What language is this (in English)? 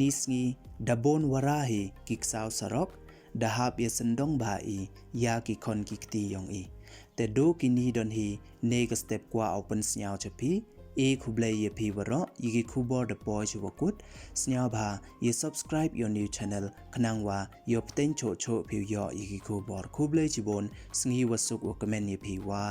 Pnar